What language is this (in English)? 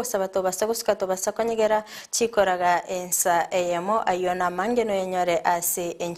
Gusii